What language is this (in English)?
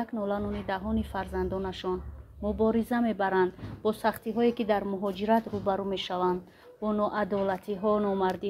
Tajik